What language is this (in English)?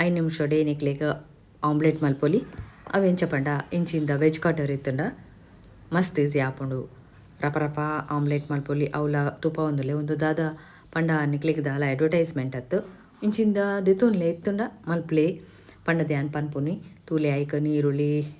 Tulu